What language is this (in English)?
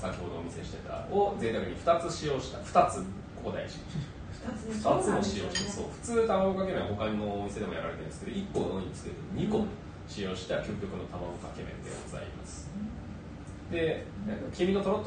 Japanese